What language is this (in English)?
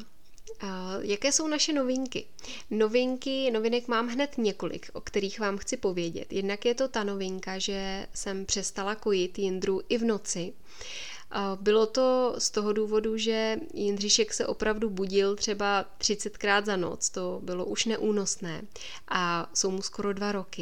Czech